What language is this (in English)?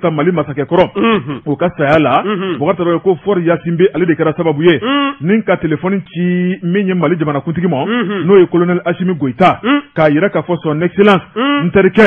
Bambara